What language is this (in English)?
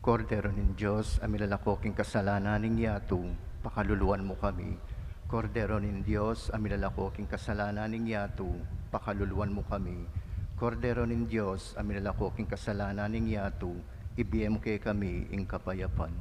Pampanga